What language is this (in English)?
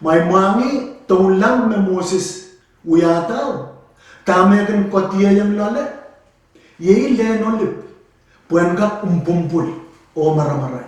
Pohnpeian